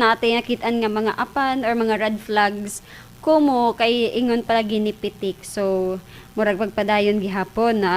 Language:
Cebuano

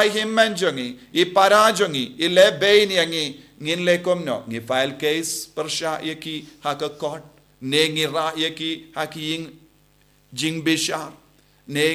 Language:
Khasi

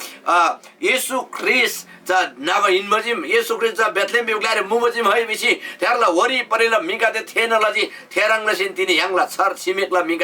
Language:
Eastern Tamang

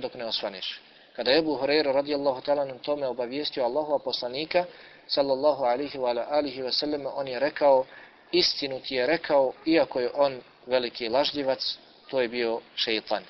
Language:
Bosnian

